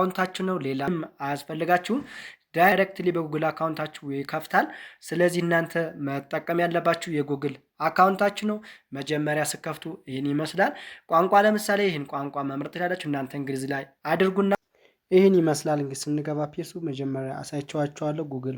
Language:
Amharic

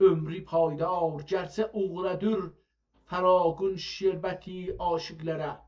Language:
South Azerbaijani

